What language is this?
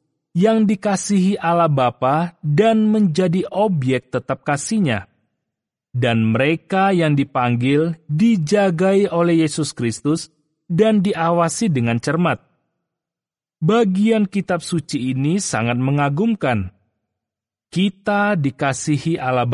Indonesian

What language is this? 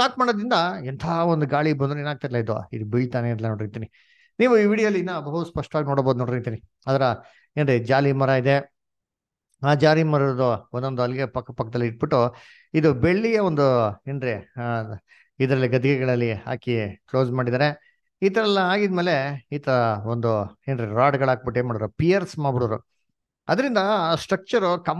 Kannada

